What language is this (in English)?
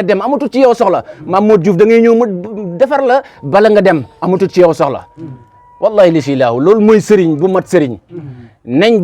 Wolof